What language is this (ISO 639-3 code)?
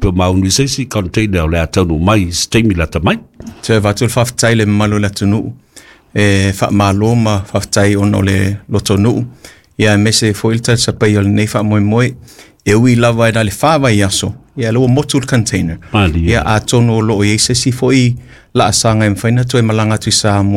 smo